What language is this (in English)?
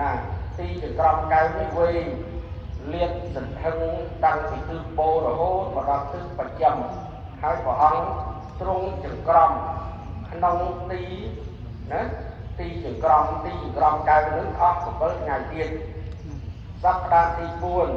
Khmer